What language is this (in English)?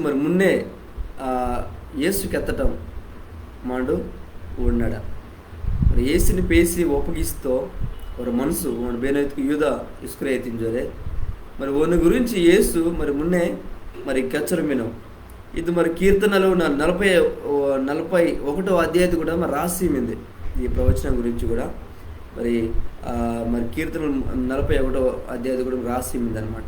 Koya